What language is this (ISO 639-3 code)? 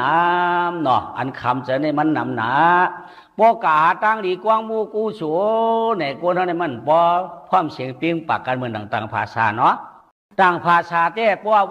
shn